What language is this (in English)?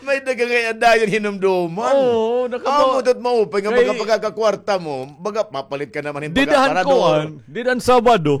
Waray